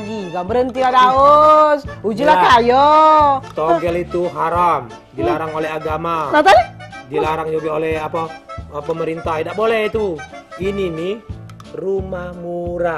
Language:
Musi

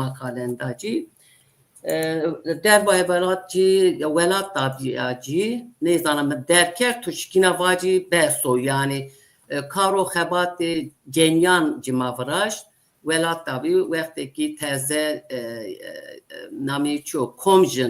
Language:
Zaza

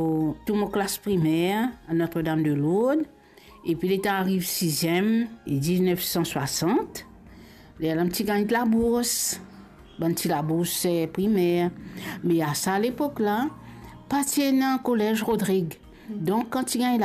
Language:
Morisyen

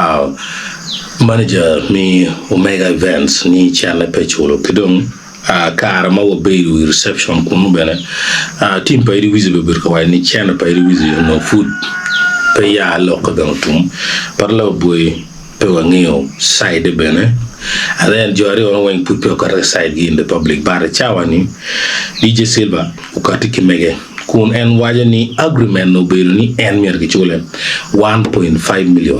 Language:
Acoli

